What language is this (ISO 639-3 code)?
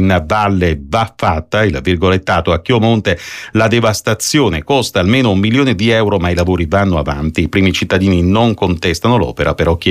ita